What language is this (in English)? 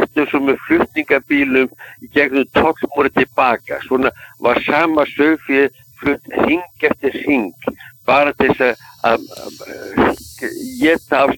Icelandic